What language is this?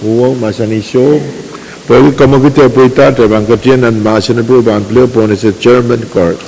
Pohnpeian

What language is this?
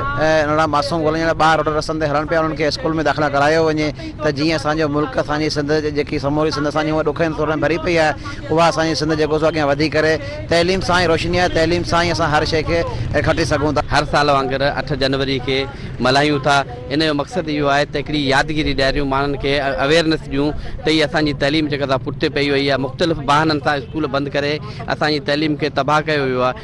Sindhi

